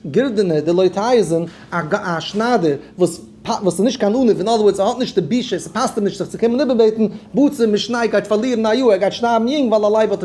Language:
Yiddish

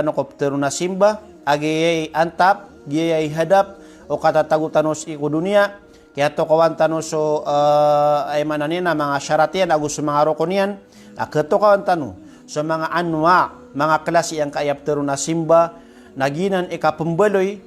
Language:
Maranao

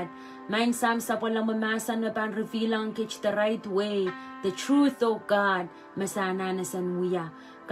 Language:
Pohnpeian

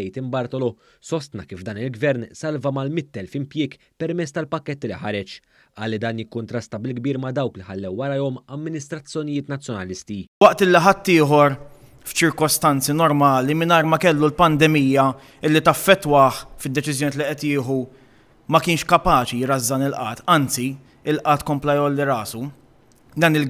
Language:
Maltese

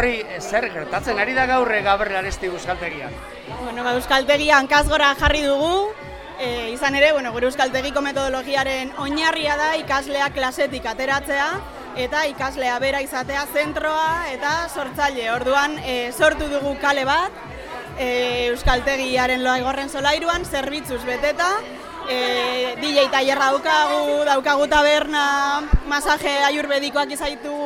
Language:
Basque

